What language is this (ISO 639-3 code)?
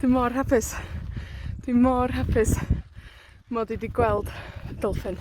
cym